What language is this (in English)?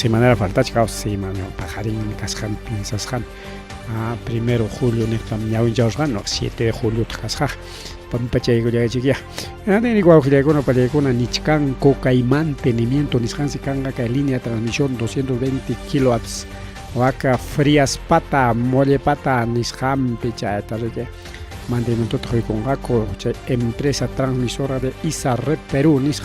Ayacucho Quechua